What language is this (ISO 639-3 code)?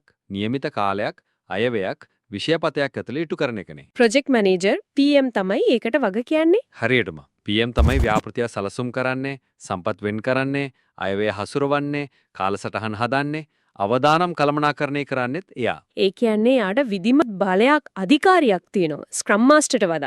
sin